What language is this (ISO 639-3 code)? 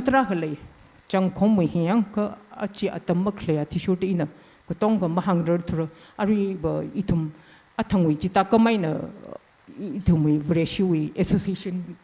nmf